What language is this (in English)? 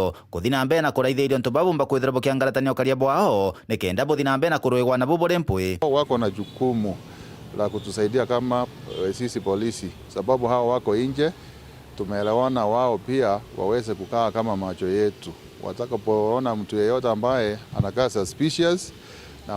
Meru